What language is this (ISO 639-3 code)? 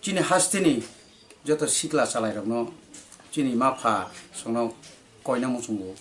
trp